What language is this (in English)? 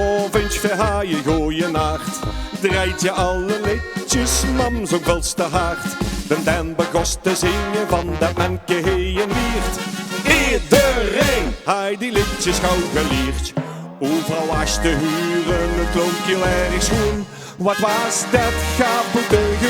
Limburgish